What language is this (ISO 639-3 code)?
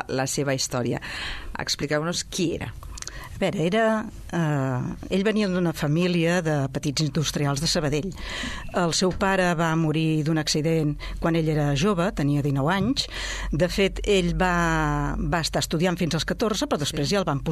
cat